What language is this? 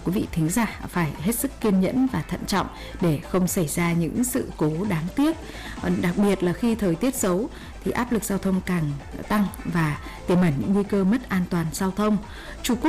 Vietnamese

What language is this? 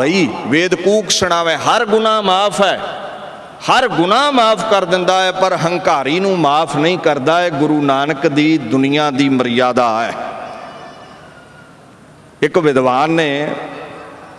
Punjabi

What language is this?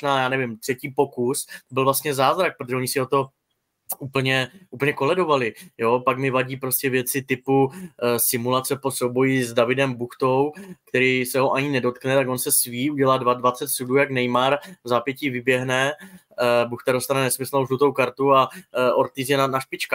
Czech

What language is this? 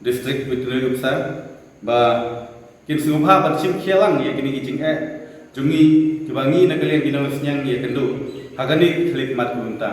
Khasi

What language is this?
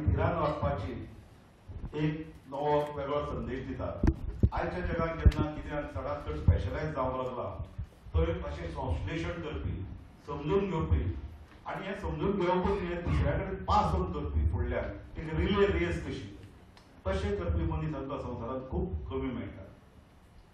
Konkani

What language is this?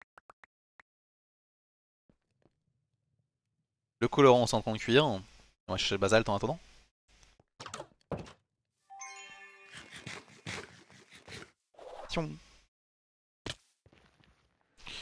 French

